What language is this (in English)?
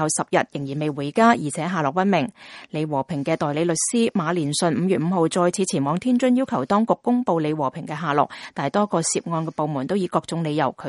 Cantonese